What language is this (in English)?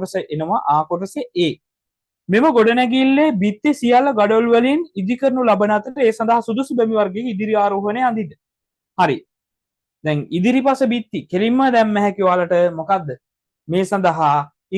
Sinhala